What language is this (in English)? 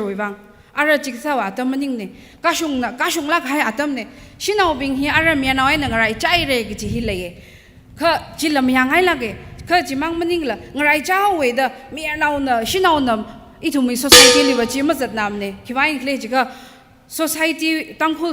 Tangkhul Naga (India)